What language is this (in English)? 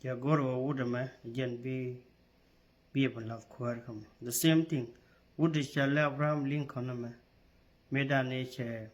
Nuer